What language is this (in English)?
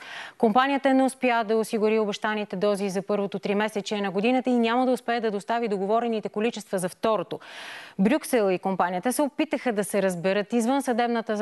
Bulgarian